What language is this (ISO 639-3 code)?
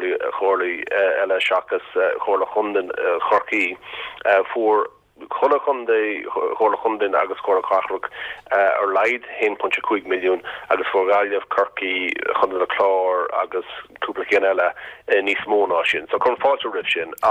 gle